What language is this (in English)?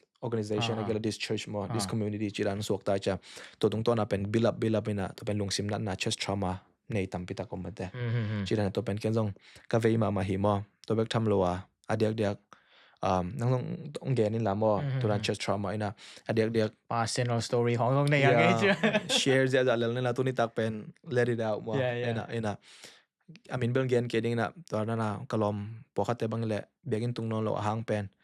Tedim Chin